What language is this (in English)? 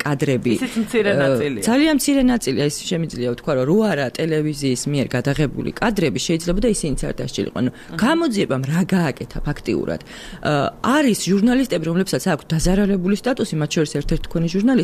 Georgian